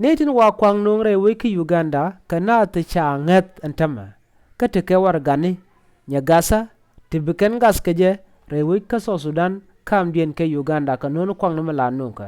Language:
Nuer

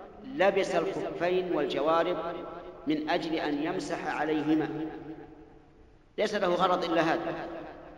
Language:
Arabic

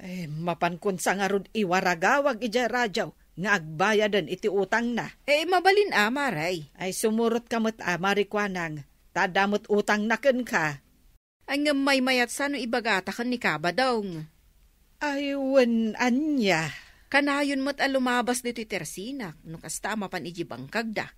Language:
Iloko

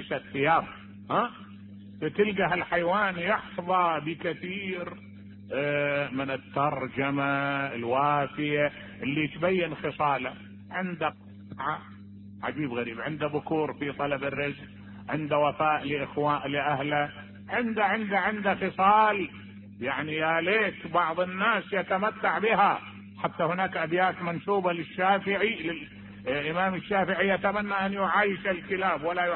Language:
Mesopotamian Arabic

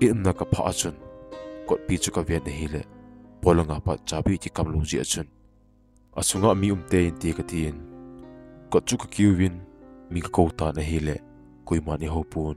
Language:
Thado Chin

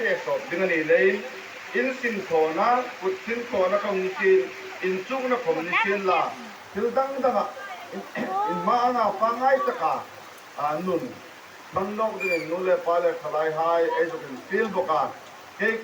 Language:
Hmar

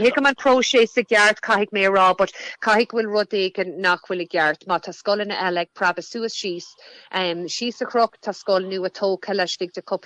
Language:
Irish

